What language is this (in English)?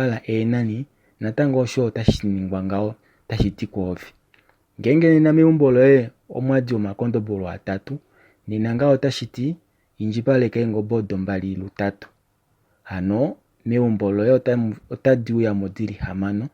Kuanyama